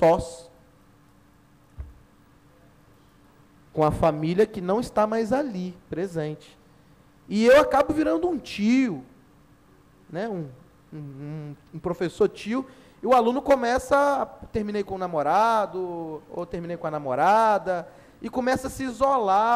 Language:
Portuguese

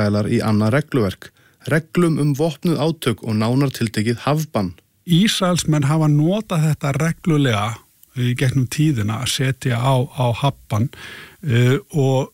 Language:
Icelandic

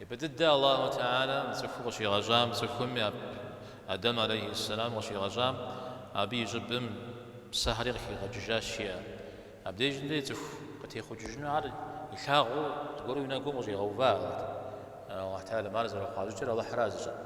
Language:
Kabardian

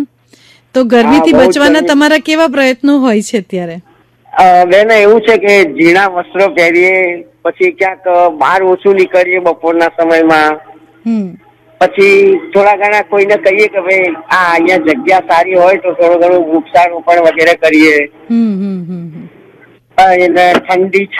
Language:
Gujarati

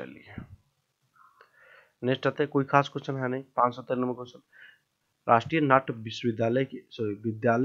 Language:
Hindi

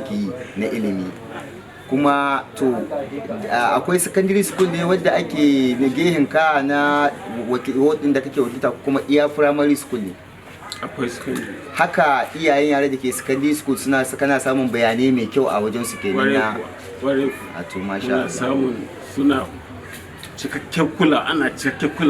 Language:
Hausa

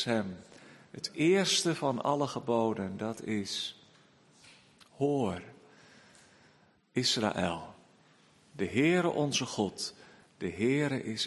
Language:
Dutch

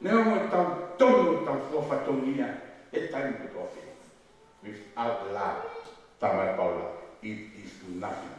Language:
Tongan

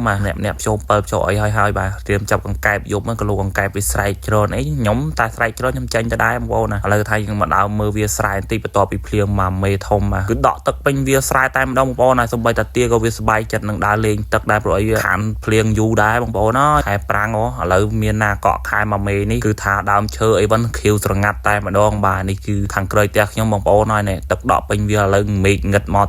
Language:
Khmer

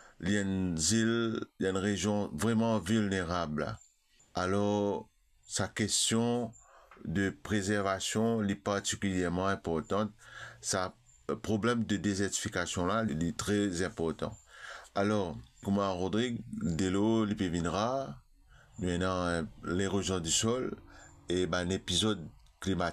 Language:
Morisyen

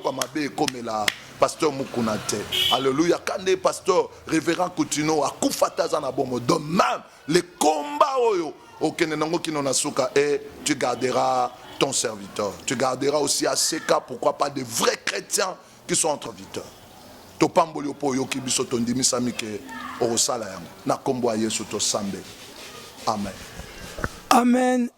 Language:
Lingala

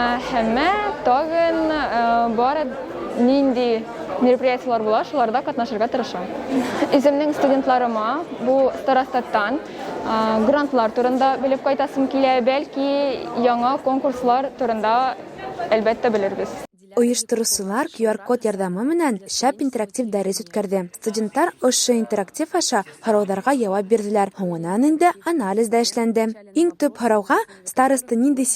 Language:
Bashkir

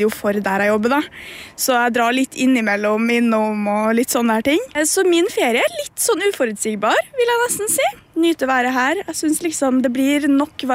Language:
Norwegian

